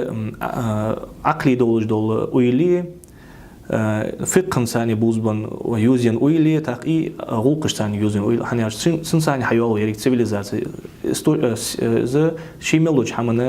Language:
Ingush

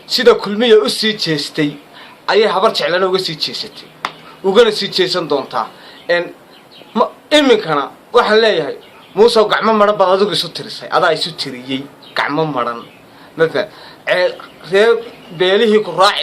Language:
Somali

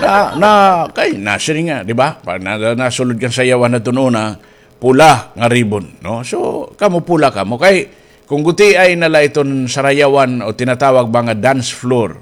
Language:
Waray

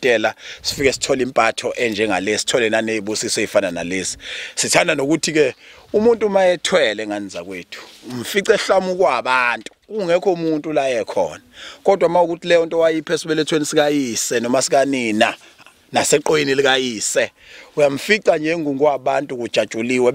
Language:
Zulu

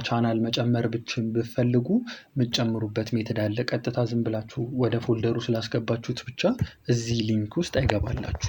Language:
Amharic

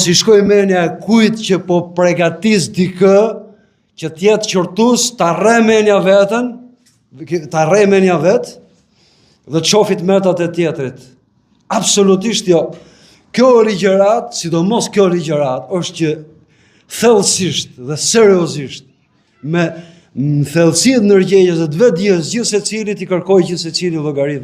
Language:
Albanian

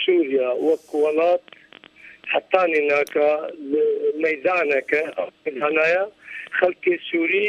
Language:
Kurdish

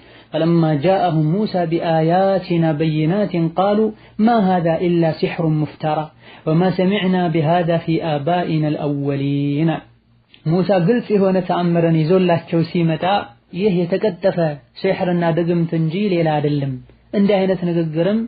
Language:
Amharic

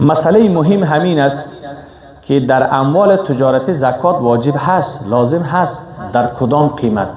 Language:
Persian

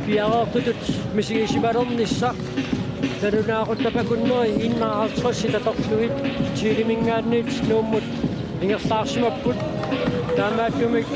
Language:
Kalaallisut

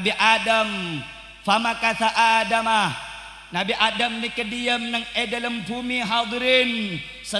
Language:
Madurese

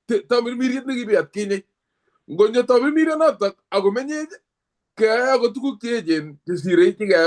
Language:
Kalenjin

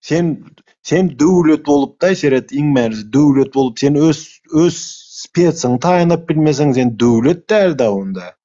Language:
Turkmen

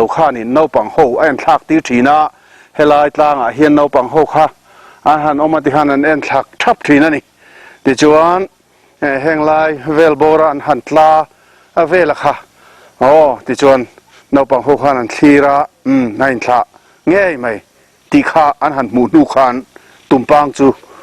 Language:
Mizo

